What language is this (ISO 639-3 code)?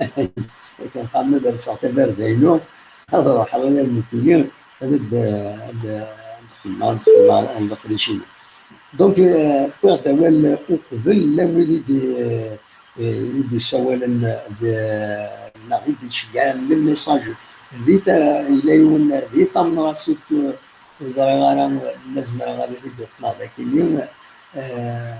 kab